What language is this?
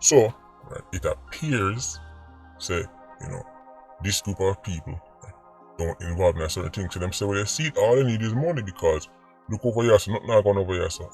Jamaican Creole English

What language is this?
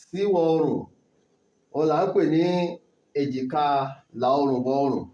Yoruba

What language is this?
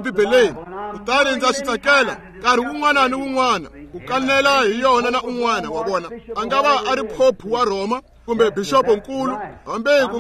Tsonga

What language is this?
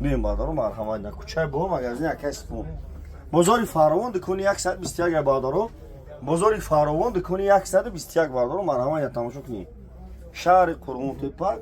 Tajik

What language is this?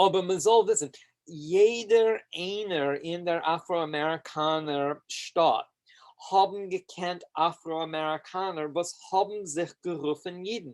Yiddish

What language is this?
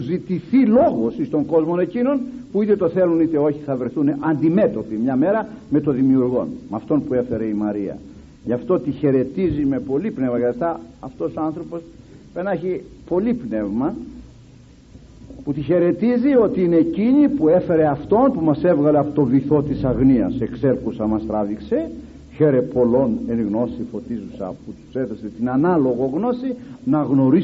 Greek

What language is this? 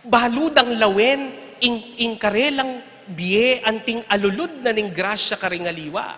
Pampanga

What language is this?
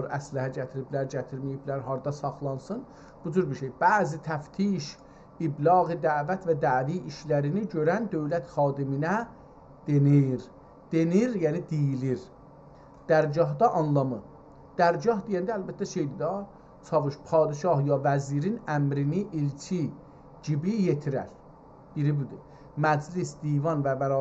South Azerbaijani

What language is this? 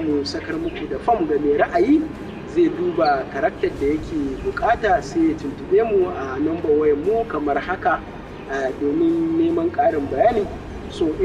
Hausa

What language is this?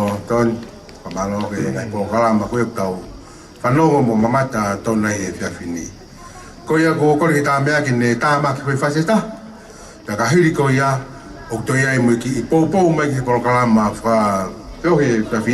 Tongan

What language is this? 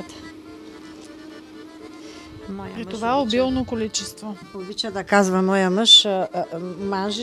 Bulgarian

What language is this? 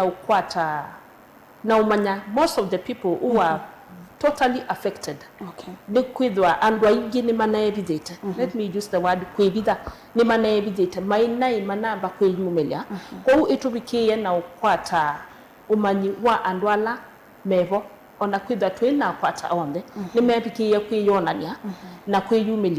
Kamba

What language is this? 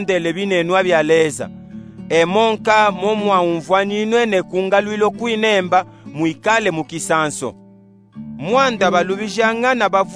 Luba-Katanga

